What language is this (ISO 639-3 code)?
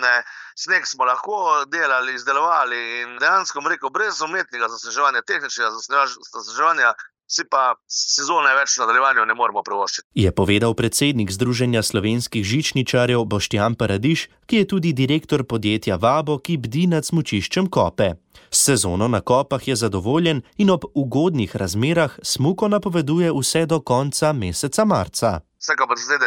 slv